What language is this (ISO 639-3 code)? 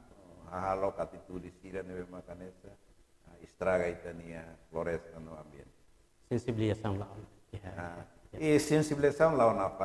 tet